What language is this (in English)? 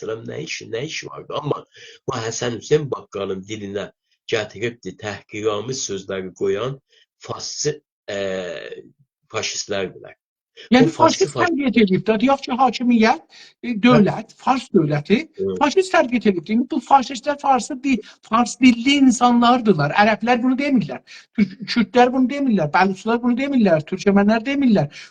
South Azerbaijani